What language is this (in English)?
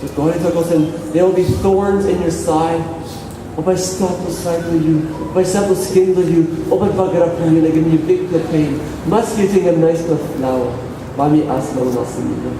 Tok Pisin